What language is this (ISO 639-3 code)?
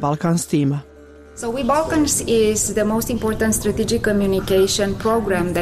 bos